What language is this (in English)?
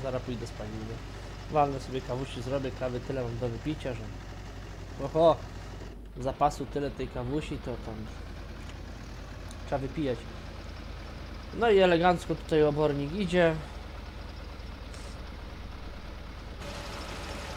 Polish